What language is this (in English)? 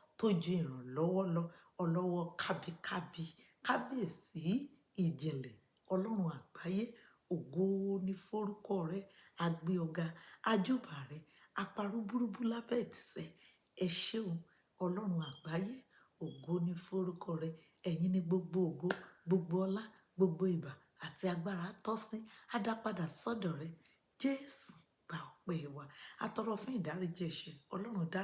Yoruba